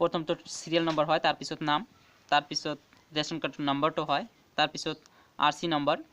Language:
Assamese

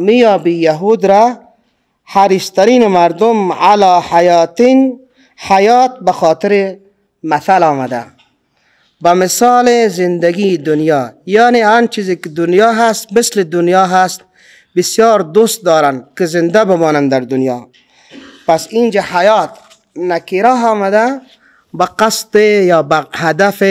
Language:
Persian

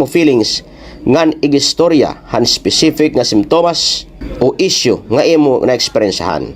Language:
Waray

